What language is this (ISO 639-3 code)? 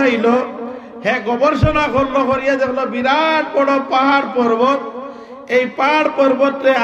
syl